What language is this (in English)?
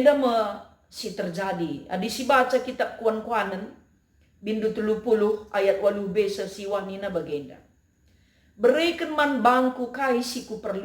Batak Karo